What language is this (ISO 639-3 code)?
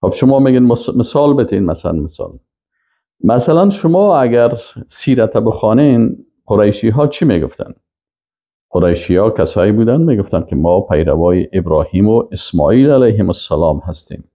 fas